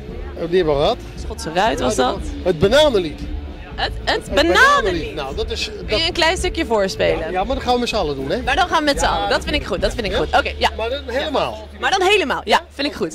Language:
Dutch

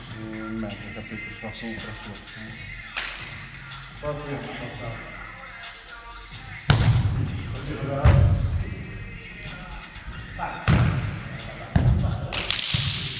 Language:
Italian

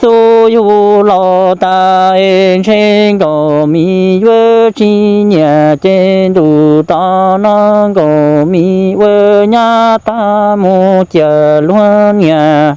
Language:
Hmong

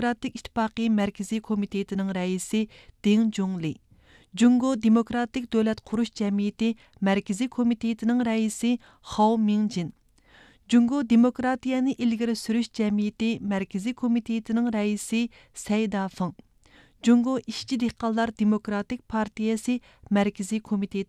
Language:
Uyghur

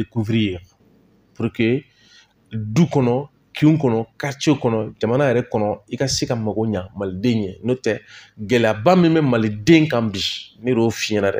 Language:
Bambara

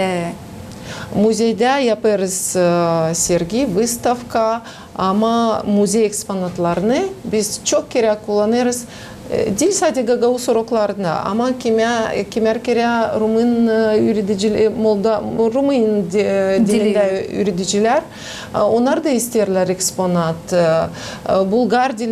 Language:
Gagauz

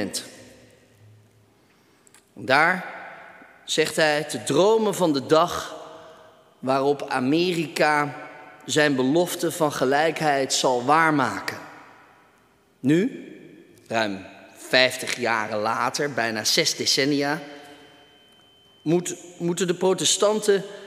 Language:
Dutch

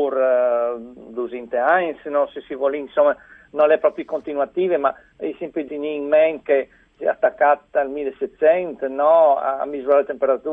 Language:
Friulian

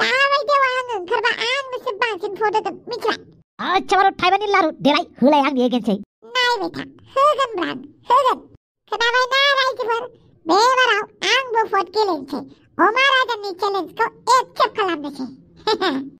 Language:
Bodo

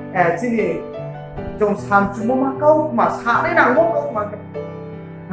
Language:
Riang (India)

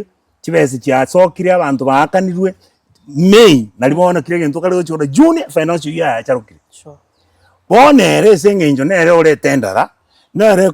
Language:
Gusii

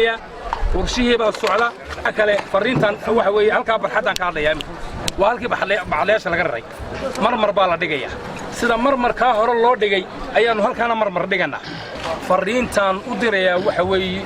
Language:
Somali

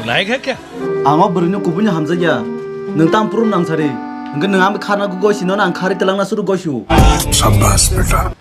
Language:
Kok Borok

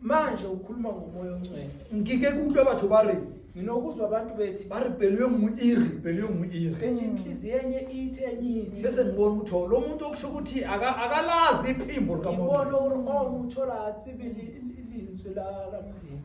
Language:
Zulu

